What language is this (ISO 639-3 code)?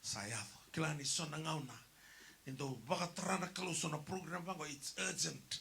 fij